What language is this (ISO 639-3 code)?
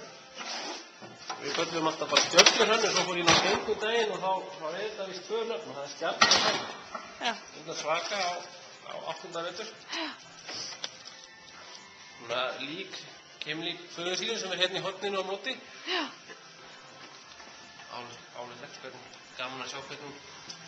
isl